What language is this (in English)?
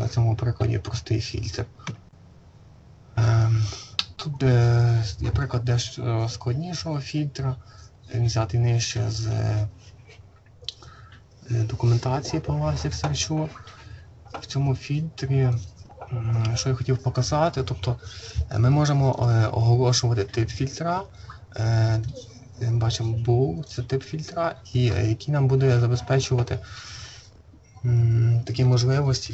Ukrainian